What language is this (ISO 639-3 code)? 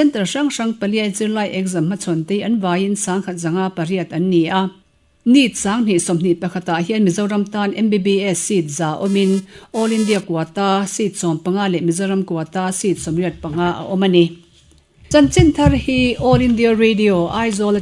lus